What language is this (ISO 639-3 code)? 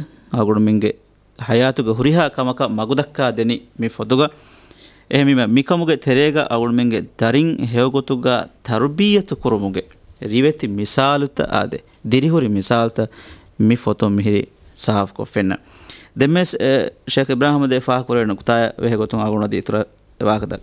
div